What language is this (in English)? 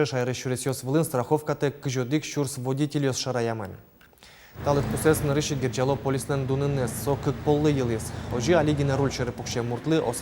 Udmurt